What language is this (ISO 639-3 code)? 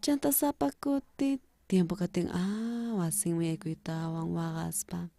quh